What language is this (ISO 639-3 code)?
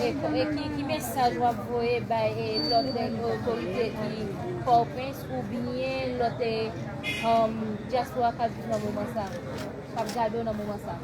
hat